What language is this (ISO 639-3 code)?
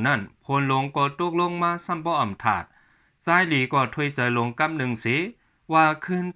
shn